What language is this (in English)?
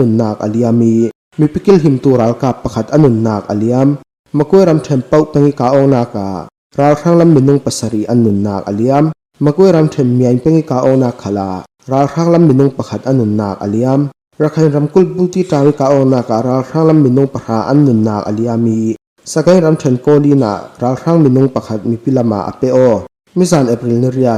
Falam Chin